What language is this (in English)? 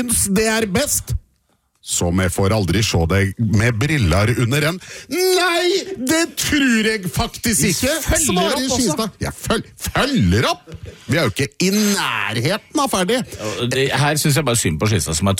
Norwegian